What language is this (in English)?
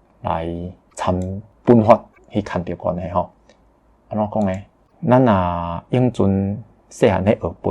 Min Nan Chinese